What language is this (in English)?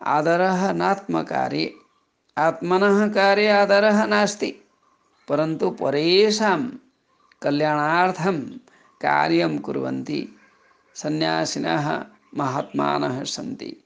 Sanskrit